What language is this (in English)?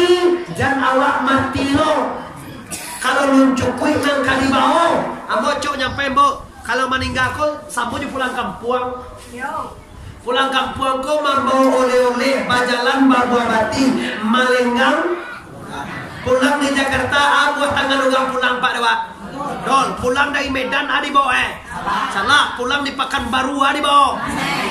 Minangkabau